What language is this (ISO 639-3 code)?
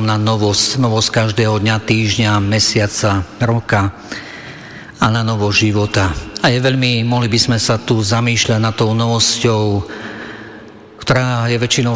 slk